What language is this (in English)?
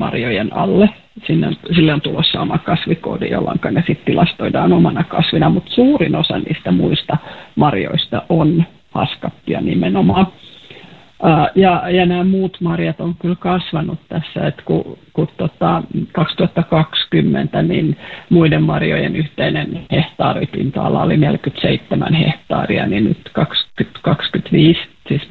Finnish